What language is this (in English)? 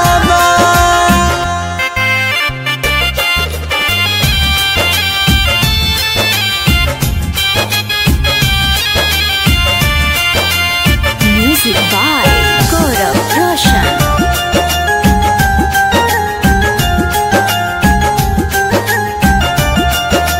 Bhojpuri